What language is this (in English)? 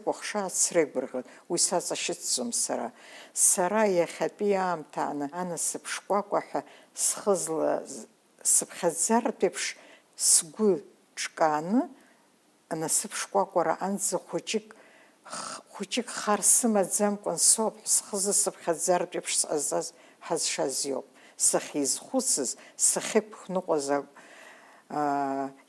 Abkhazian